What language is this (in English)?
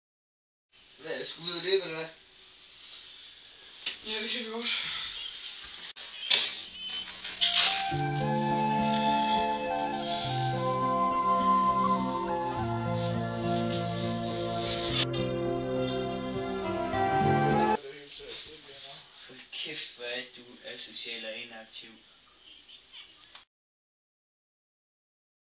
Danish